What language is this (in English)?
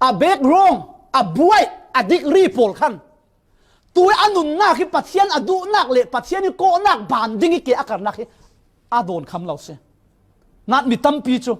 Falam Chin